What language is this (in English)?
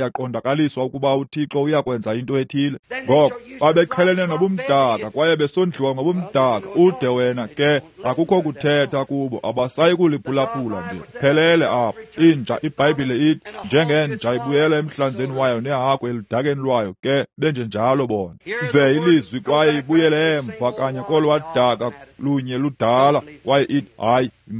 Xhosa